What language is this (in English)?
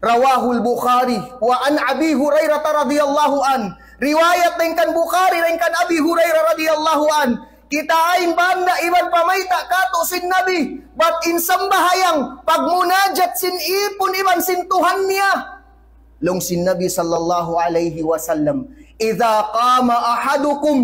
Tausug